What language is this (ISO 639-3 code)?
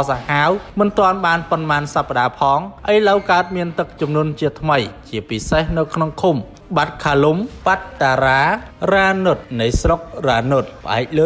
khm